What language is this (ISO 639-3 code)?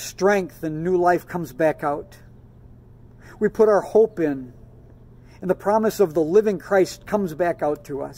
eng